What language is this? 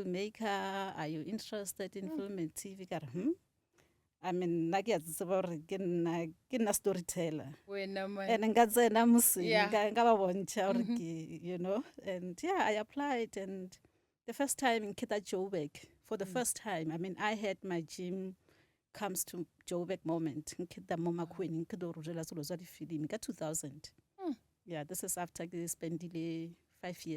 Northern Sotho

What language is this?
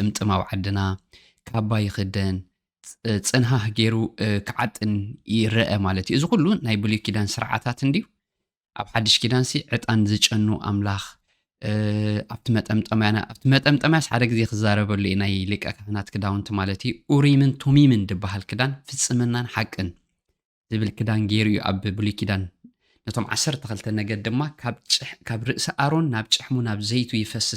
Tigrinya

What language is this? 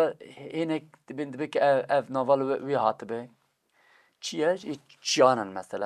Kurdish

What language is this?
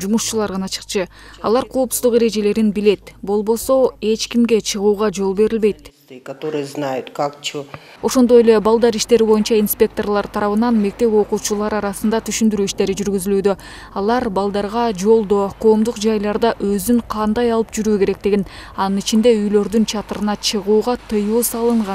Kyrgyz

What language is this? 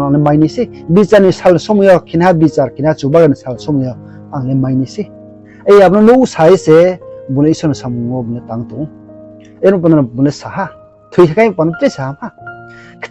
Riang (India)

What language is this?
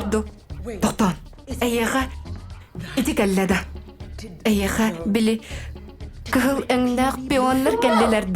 Yakut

